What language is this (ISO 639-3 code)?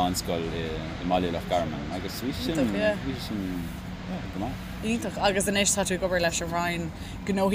gle